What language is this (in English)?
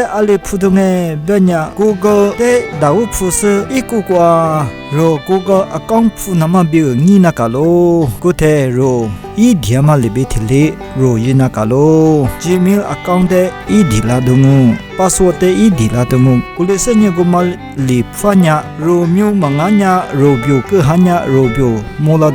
Lisu